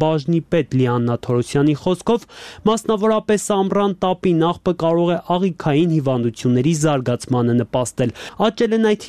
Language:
Armenian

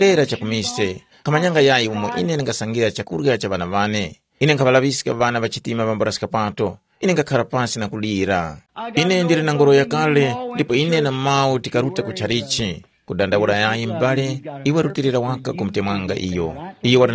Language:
Tumbuka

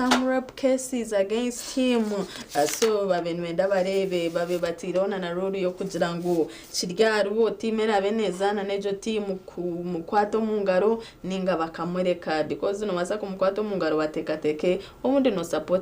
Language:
Nyankole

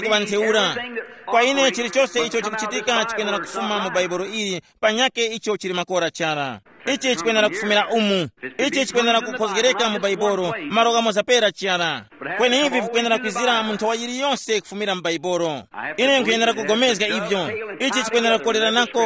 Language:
Tumbuka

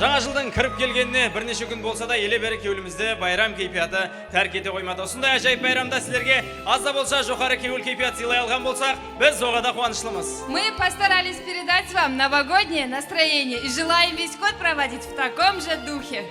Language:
Kara-Kalpak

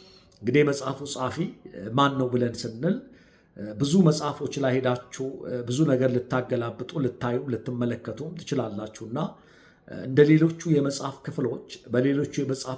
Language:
Amharic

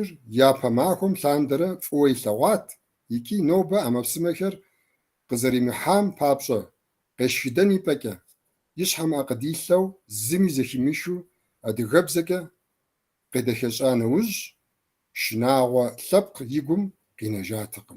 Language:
Kabardian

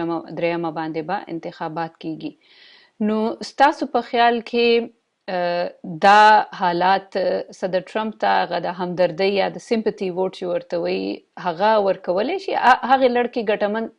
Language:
Pashto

